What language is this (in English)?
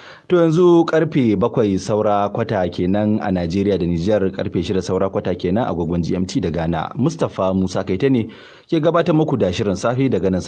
Hausa